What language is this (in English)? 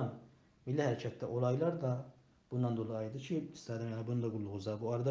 South Azerbaijani